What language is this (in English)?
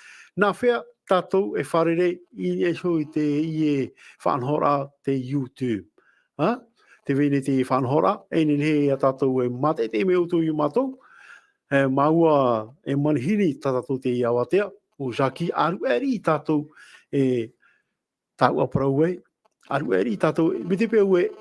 Tahitian